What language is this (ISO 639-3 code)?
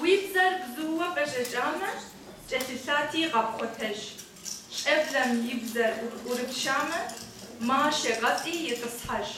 kbd